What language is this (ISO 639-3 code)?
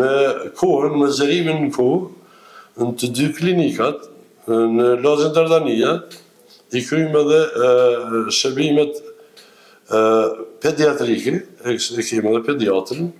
sqi